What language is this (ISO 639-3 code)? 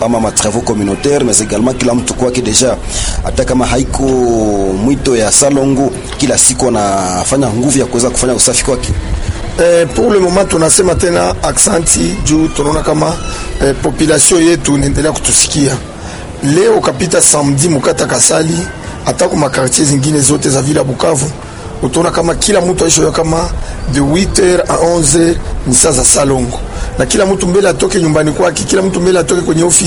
swa